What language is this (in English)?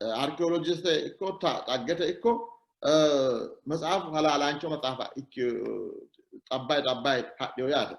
Sidamo